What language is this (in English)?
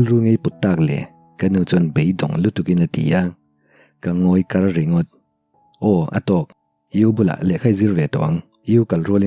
Mizo